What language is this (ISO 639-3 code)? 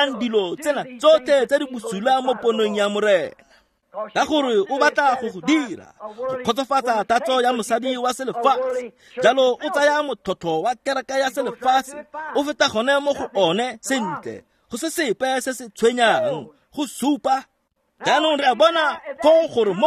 tsn